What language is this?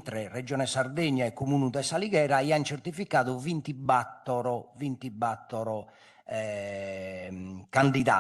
Sardinian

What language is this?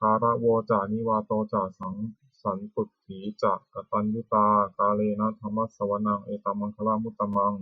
Pali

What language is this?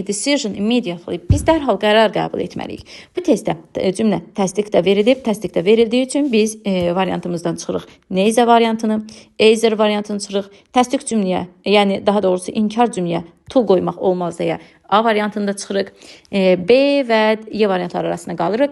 Azerbaijani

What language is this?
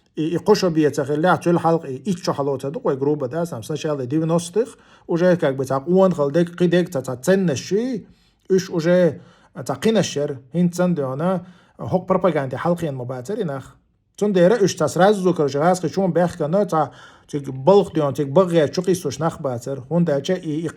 Chechen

